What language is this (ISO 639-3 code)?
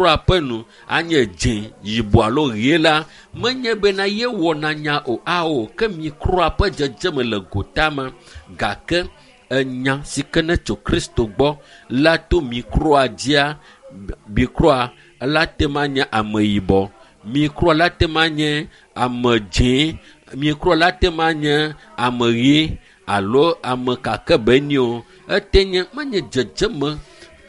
ewe